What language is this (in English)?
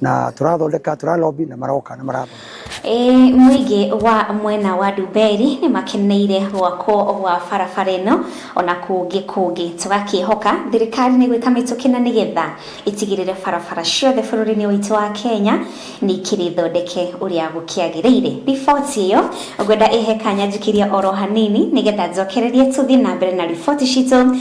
Kikuyu